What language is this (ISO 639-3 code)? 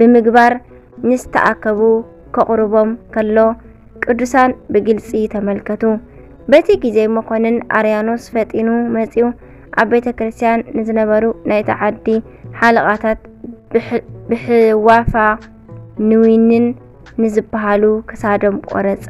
tir